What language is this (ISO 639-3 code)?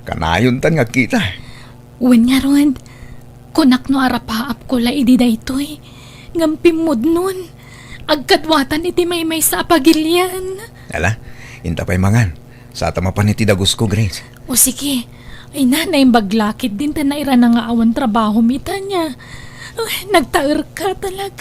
ilo